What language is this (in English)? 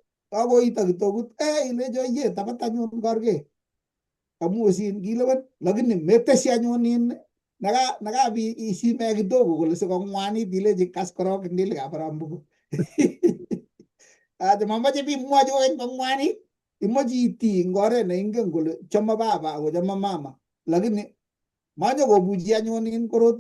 Kalenjin